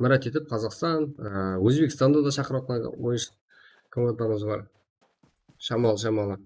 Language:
Kara-Kalpak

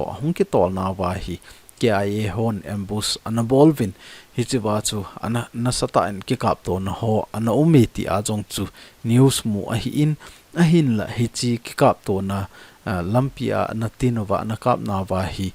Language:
Thado Chin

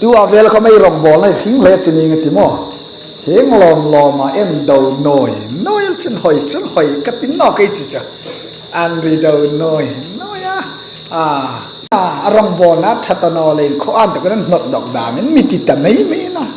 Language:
Hmar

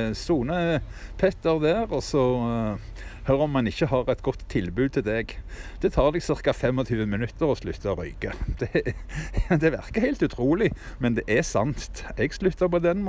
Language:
Norwegian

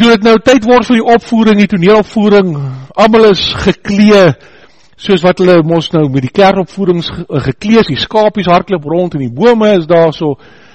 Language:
Afrikaans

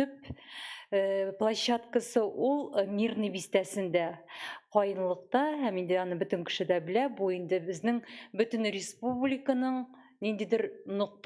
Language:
Tatar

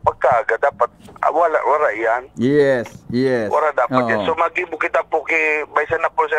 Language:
Bikol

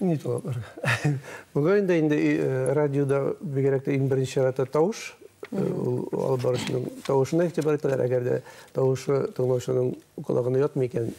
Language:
Bashkir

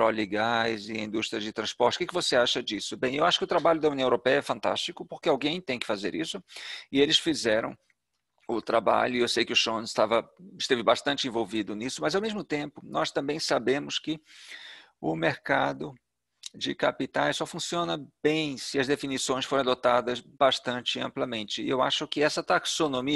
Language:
Portuguese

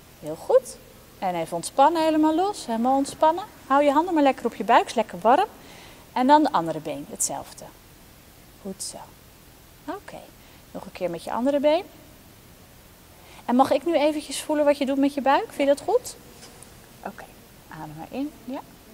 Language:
Dutch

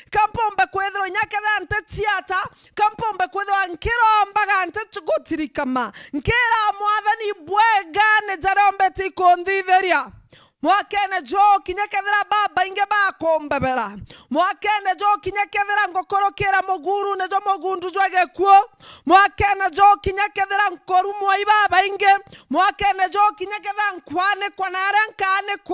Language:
Meru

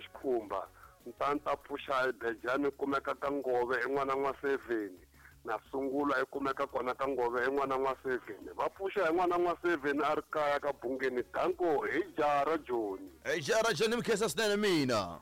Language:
Tsonga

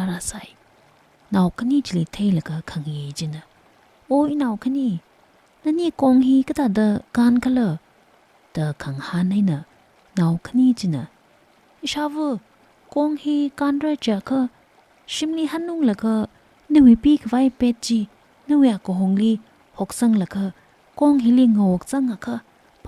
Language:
Tangkhul Naga (India)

